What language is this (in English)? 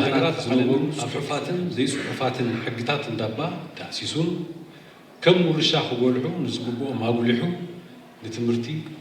Tigrinya